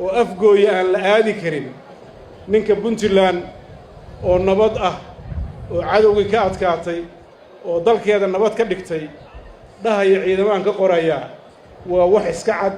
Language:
Somali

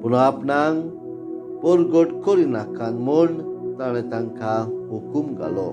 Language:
Konkani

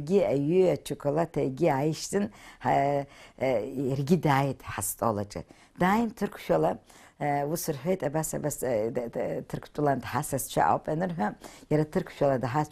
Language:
Abkhazian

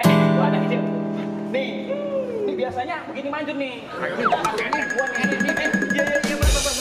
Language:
Betawi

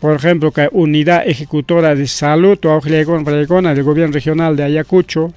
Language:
Ayacucho Quechua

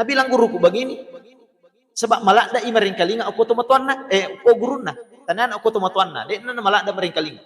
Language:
Buginese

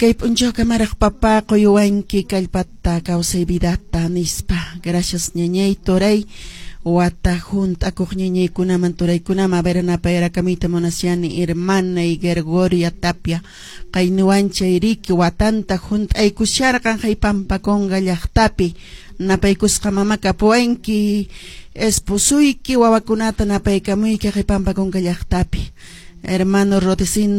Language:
Quechua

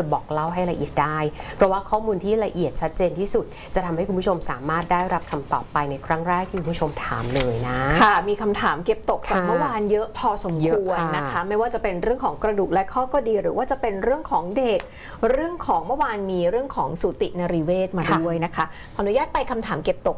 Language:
Thai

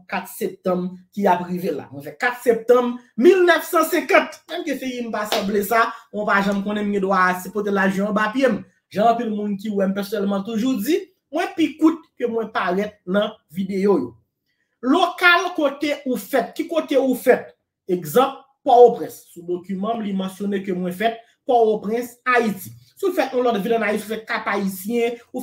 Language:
Haitian Creole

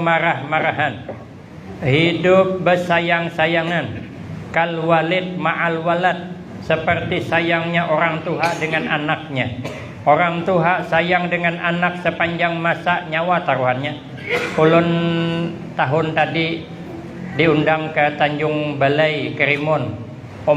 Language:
Banjar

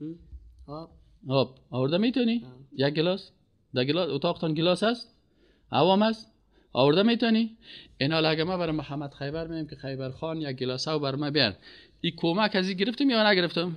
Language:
Persian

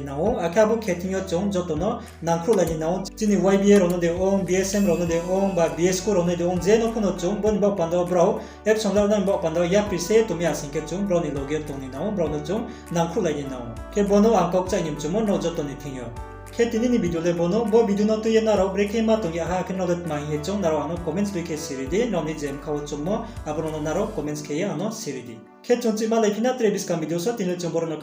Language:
Riang (India)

